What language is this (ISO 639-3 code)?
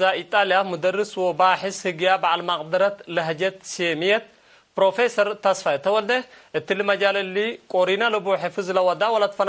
tig